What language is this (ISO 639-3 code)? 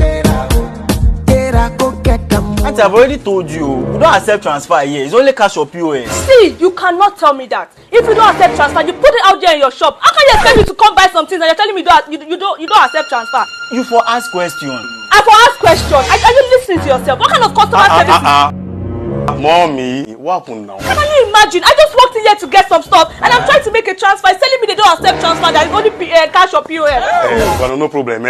pcm